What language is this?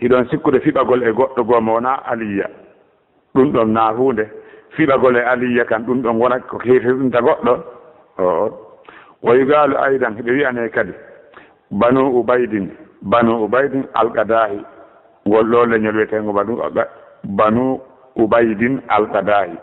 Fula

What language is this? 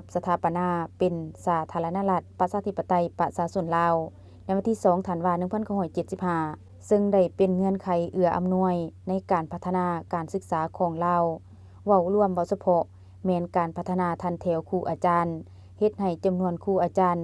Lao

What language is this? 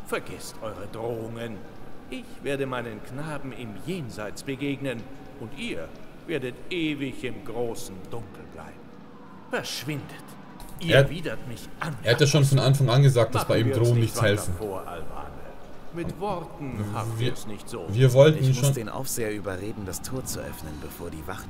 German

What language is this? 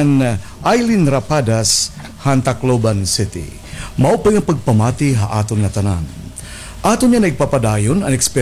Waray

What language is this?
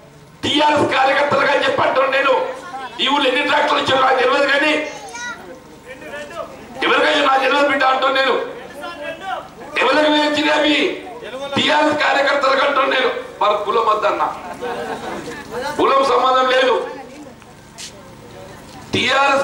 Telugu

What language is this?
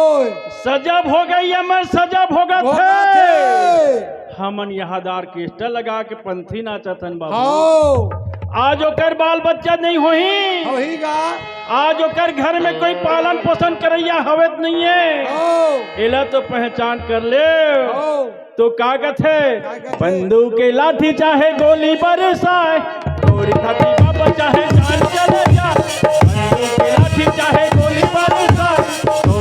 Chhattisgarhi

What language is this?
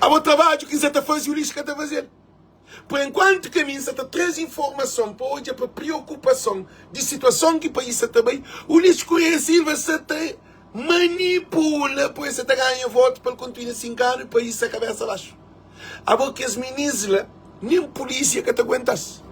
Kabuverdianu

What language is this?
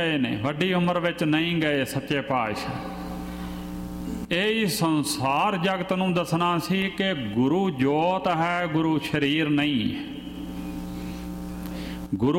Punjabi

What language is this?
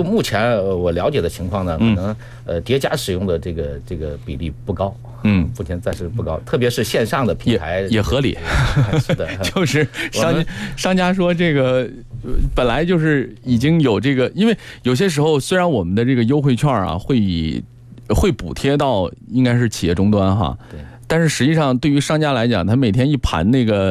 Chinese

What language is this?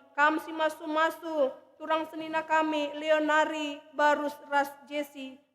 Batak Karo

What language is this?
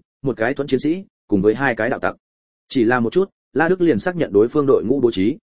Vietnamese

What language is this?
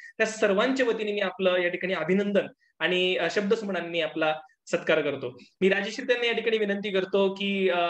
Marathi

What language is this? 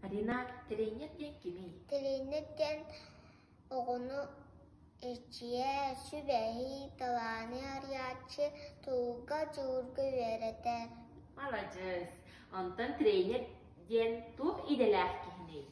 Yakut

